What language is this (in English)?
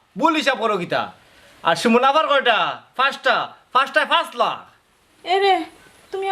Sylheti